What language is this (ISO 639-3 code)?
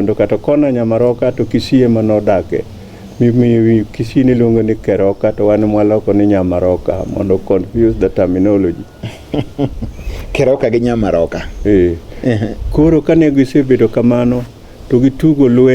luo